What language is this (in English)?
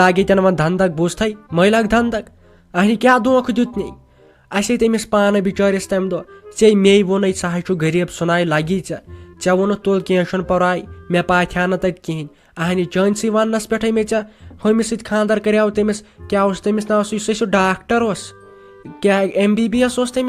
Kashmiri